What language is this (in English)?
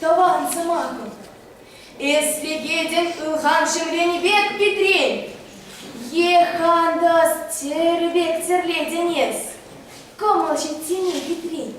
Chuvash